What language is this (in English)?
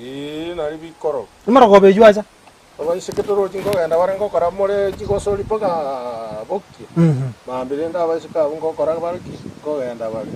Gusii